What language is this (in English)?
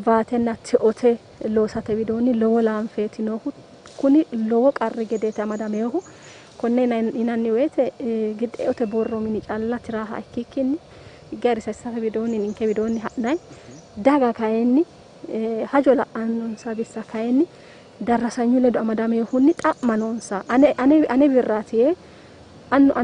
Sidamo